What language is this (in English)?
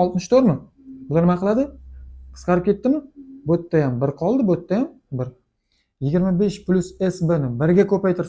Uzbek